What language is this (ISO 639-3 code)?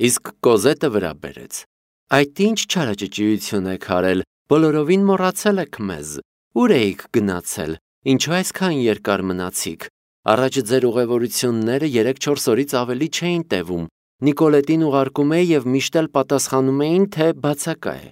hye